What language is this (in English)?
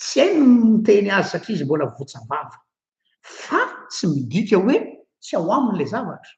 Malagasy